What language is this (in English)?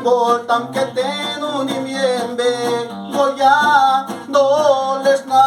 Zapotec